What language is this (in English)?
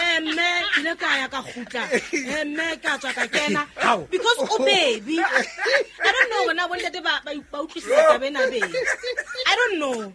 Southern Sotho